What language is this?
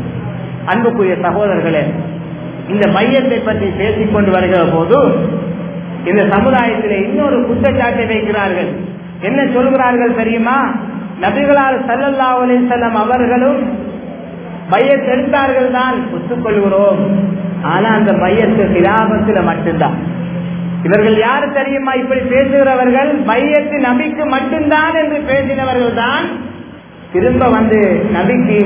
Tamil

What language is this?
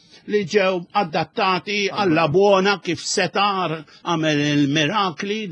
Maltese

